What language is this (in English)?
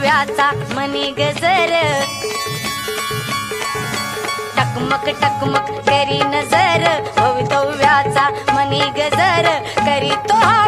Marathi